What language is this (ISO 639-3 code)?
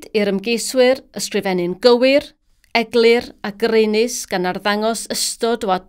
cym